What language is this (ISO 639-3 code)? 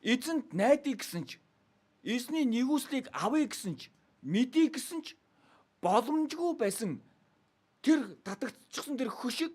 mon